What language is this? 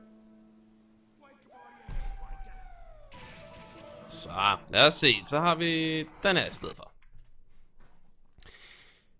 Danish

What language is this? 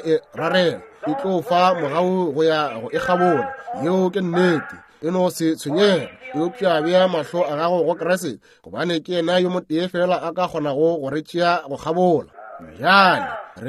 Northern Sotho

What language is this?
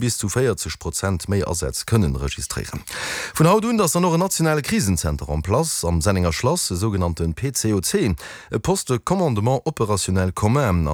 Luxembourgish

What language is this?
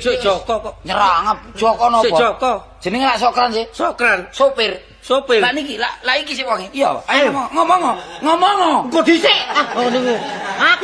Javanese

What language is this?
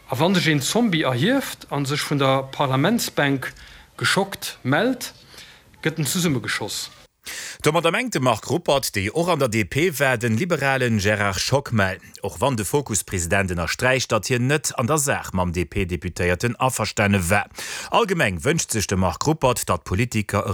Luxembourgish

